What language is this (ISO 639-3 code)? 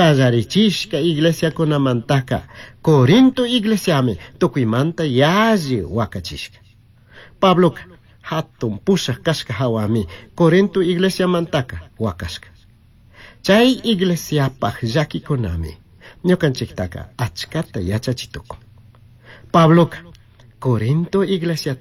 qug